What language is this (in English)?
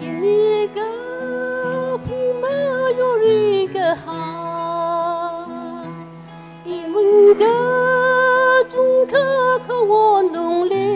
Tangkhul Naga (India)